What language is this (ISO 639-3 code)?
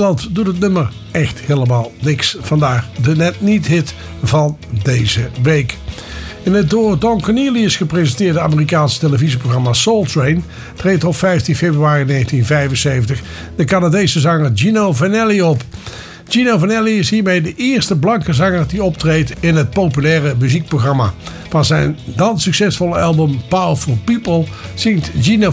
nld